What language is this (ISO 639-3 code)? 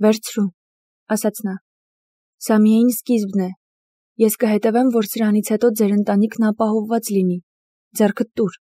hye